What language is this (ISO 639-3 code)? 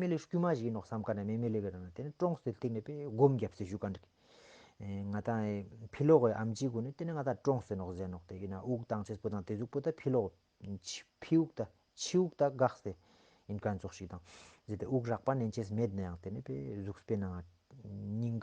lbj